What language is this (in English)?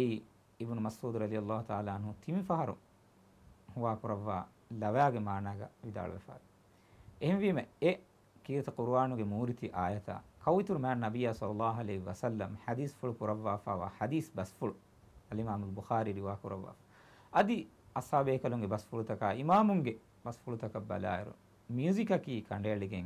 Divehi